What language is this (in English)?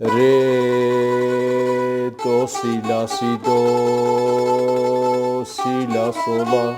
South Azerbaijani